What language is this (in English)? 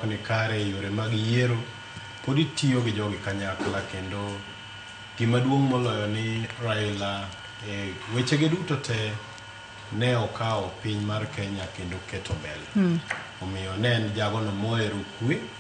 Luo (Kenya and Tanzania)